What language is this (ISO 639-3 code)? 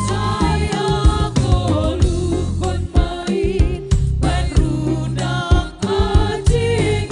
bts